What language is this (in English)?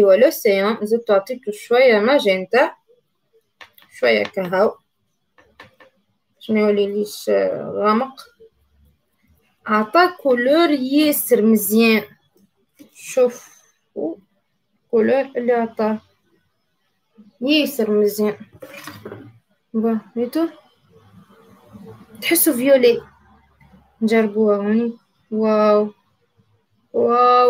Tunisian Arabic